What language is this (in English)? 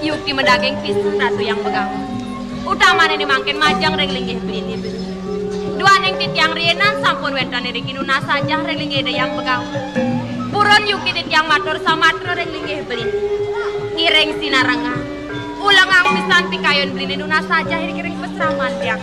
Balinese